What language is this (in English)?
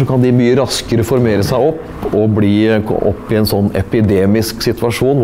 Norwegian